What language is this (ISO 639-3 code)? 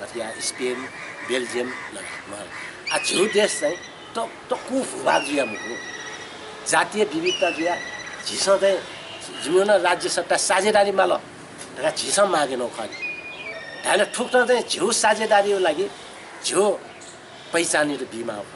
new